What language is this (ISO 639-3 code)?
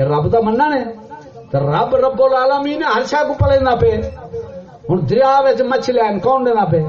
skr